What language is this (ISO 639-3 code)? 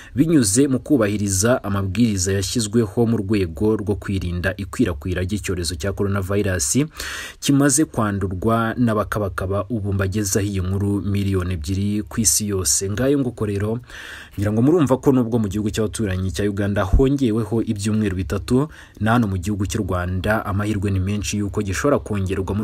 kin